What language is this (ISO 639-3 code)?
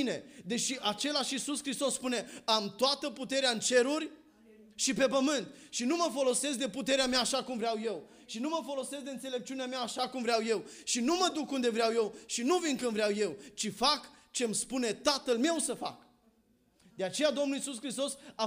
ron